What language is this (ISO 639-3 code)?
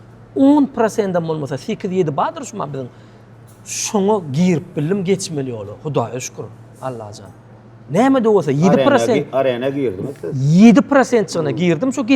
tuk